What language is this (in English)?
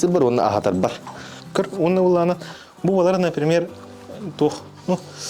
Yakut